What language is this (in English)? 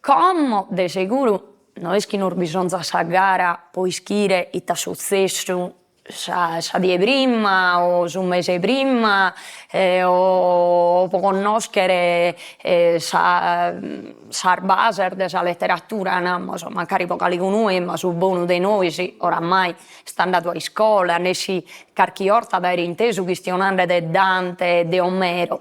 Sardinian